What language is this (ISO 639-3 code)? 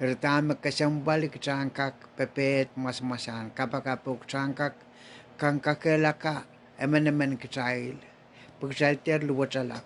pon